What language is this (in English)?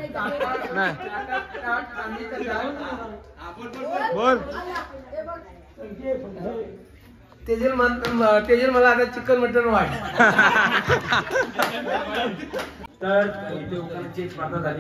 Marathi